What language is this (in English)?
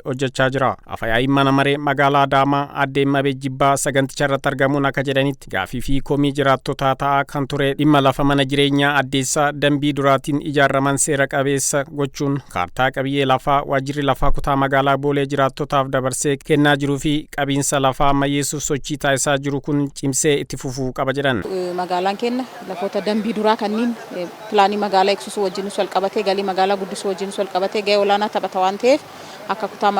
Oromo